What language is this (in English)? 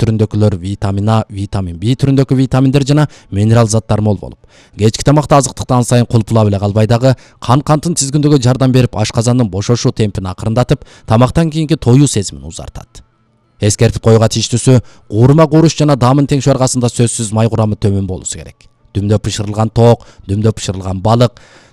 Kyrgyz